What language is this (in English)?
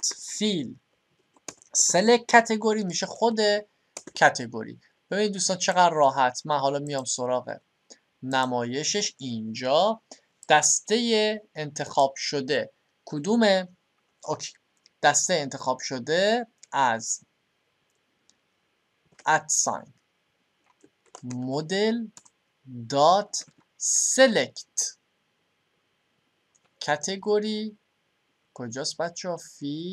Persian